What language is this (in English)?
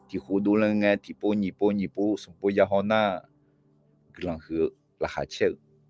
Akha